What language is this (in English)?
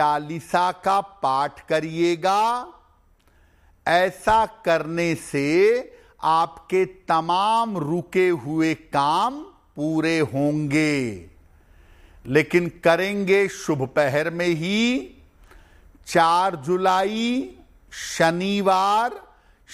Hindi